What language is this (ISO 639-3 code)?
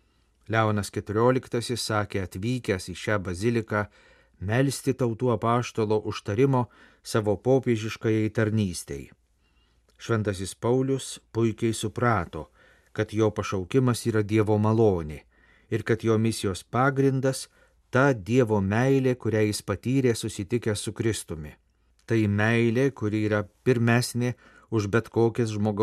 lit